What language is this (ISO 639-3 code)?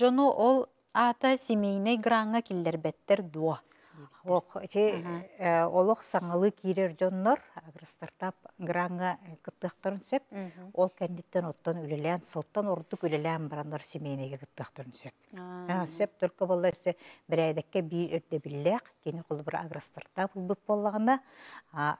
sah